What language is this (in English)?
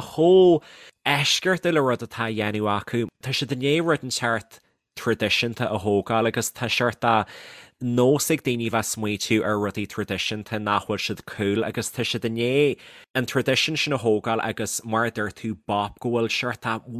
Irish